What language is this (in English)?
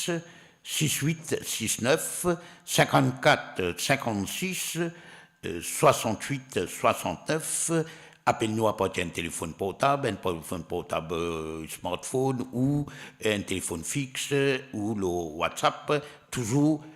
Morisyen